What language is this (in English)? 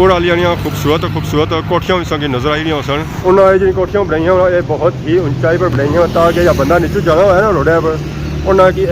Pahari-Potwari